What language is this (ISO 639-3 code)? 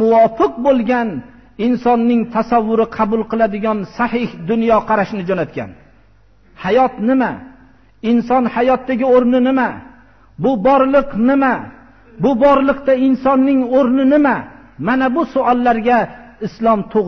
uzb